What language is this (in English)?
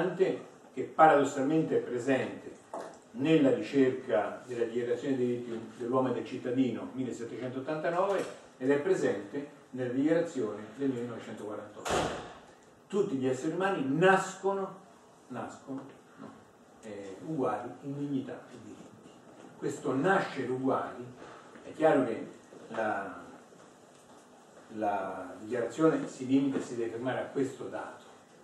Italian